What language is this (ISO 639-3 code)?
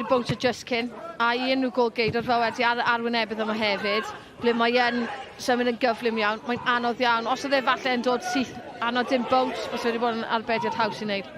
cym